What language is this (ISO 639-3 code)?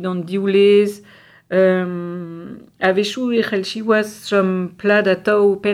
bre